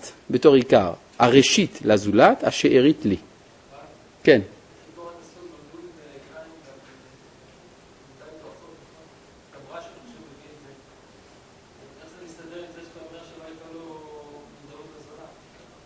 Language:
Hebrew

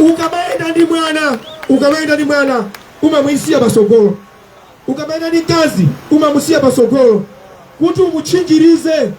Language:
Nyanja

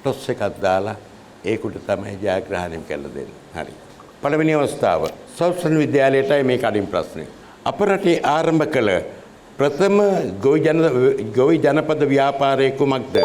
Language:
Sinhala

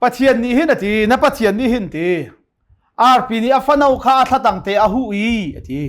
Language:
Hakha Chin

